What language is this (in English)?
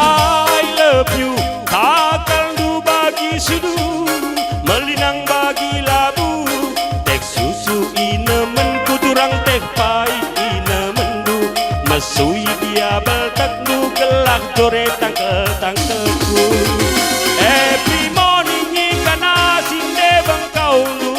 Batak Karo